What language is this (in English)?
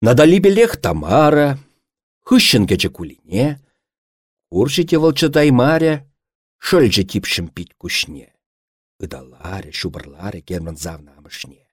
Chuvash